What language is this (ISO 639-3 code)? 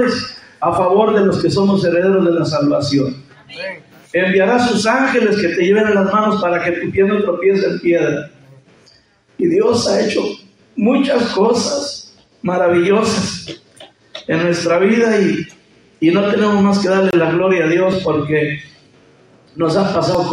spa